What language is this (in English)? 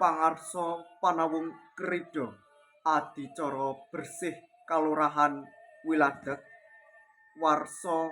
Javanese